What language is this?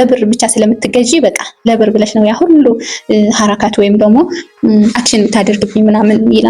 Amharic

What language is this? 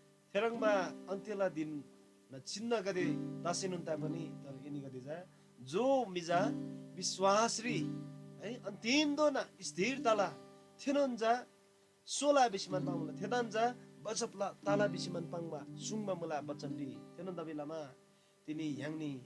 Eastern Tamang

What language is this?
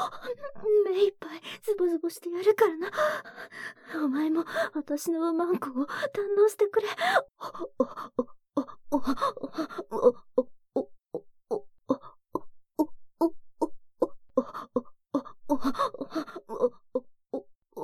Japanese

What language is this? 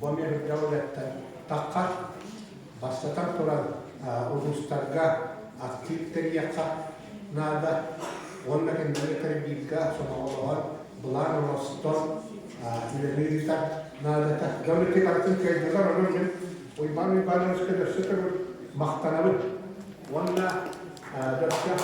Yakut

